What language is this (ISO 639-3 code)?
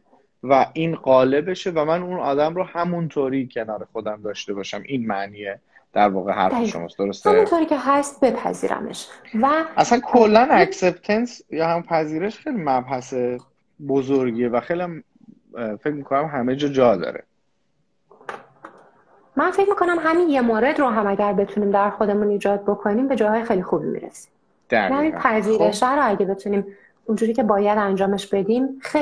fas